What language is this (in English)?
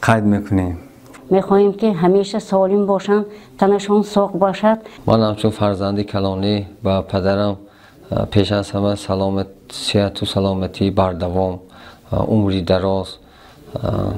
Tajik